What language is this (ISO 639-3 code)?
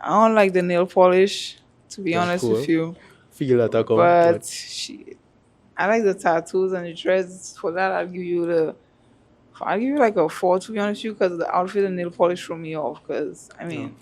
jam